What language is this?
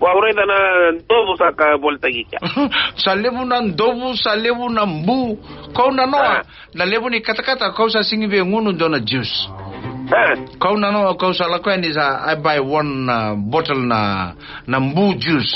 Fijian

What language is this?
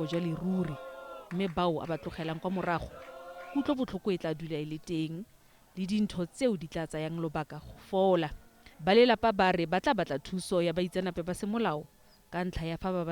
Tswana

